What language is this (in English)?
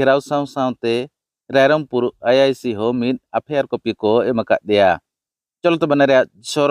Santali